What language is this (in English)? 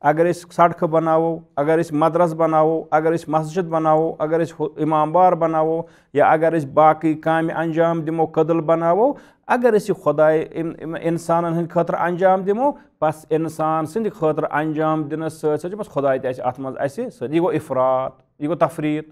Kashmiri